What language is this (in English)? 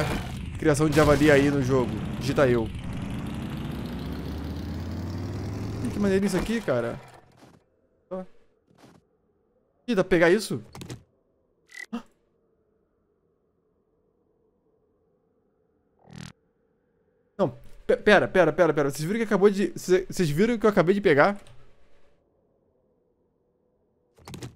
Portuguese